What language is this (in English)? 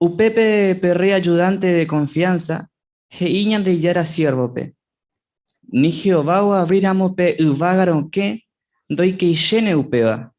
Guarani